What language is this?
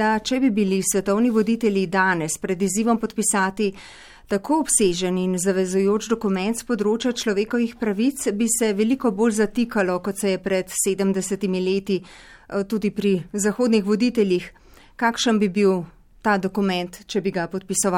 Slovenian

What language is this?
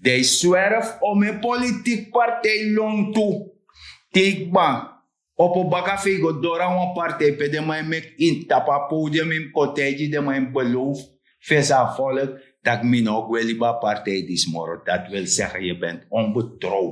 Sranan Tongo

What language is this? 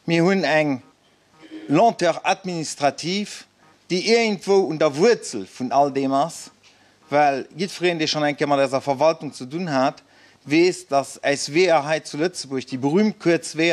Luxembourgish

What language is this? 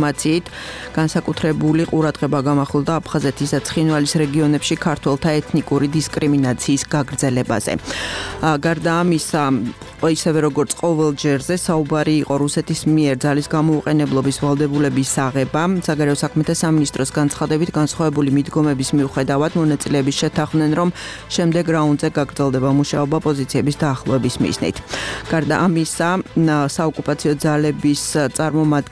Georgian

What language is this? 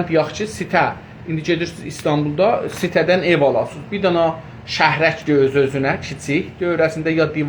South Azerbaijani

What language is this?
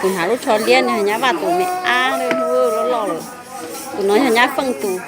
Hmong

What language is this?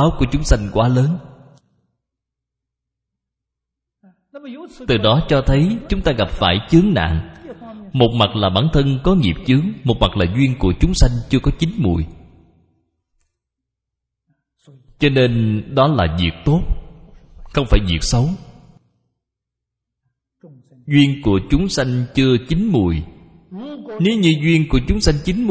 Vietnamese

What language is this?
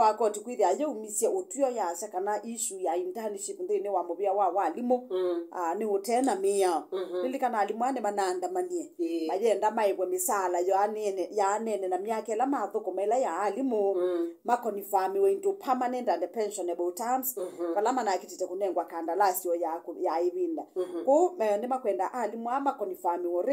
Kamba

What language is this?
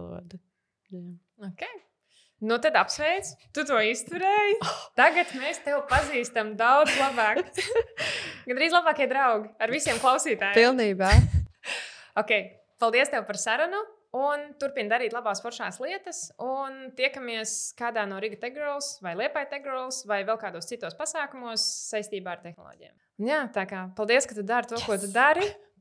Latvian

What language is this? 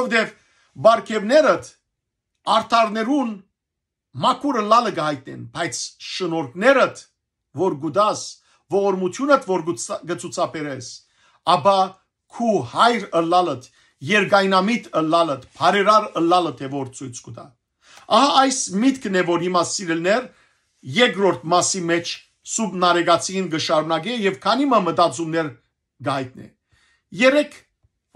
Western Armenian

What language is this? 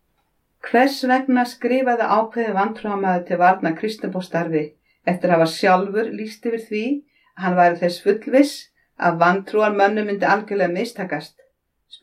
Icelandic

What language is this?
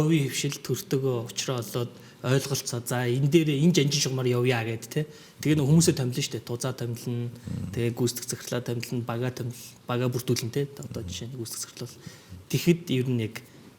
Mongolian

